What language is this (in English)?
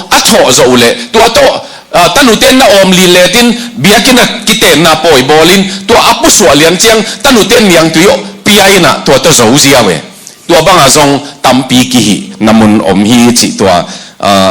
Tedim Chin